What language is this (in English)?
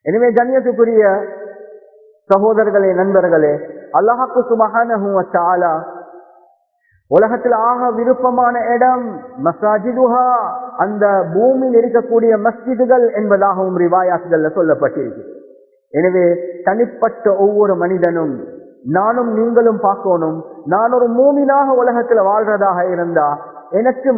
Tamil